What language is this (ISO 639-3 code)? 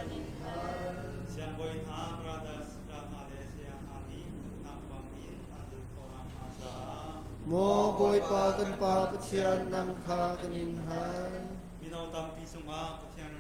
cnh